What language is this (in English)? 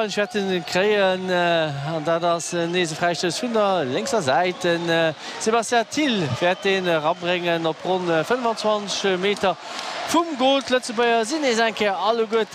Luxembourgish